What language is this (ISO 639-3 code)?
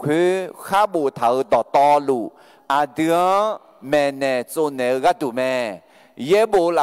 ahk